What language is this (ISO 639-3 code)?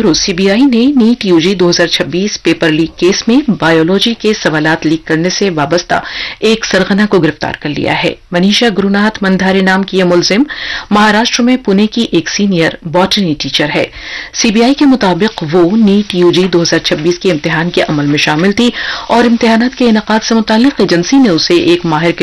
urd